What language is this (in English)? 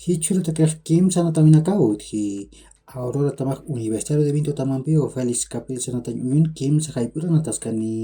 Aymara